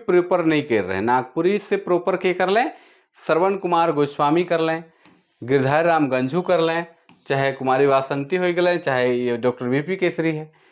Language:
Sadri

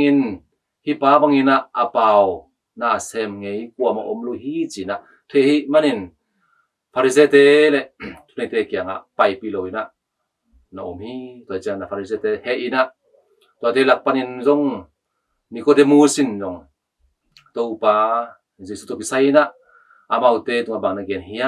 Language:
Tedim Chin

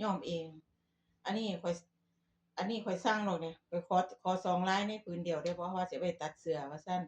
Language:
Northeastern Thai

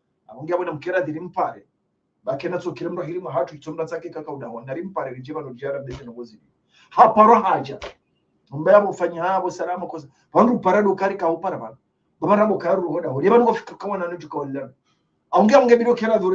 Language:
Ngazidja Comorian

